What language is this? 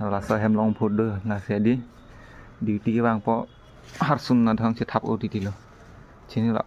Karbi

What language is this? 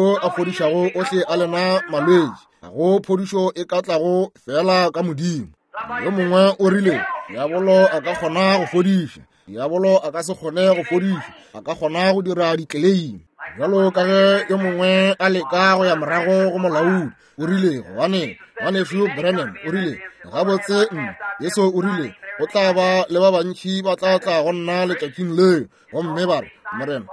Northern Sotho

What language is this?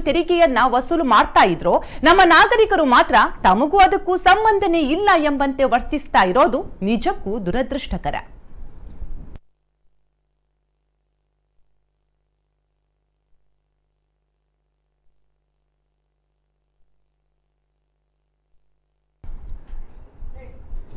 Kannada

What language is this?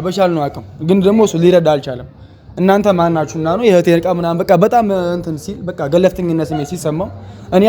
Amharic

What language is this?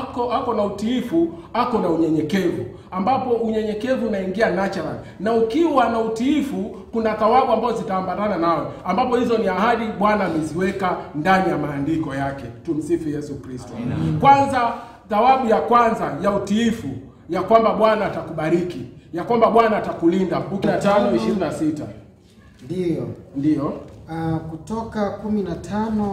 Swahili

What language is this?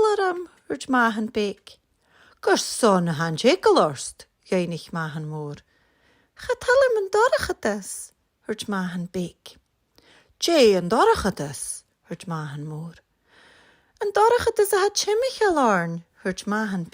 Scottish Gaelic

